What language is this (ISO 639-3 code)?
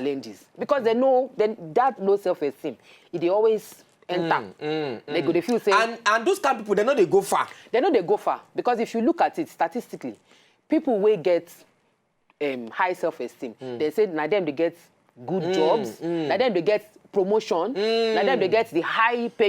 pcm